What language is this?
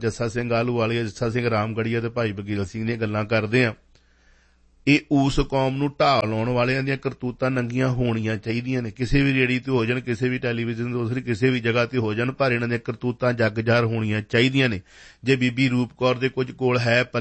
Punjabi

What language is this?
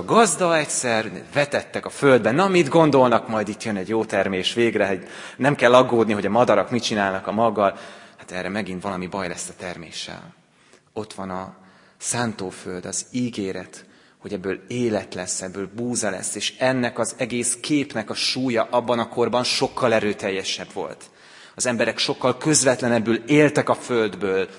Hungarian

